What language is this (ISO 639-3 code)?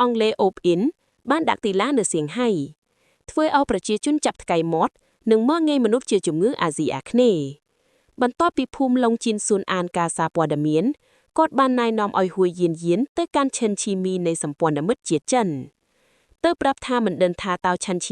khm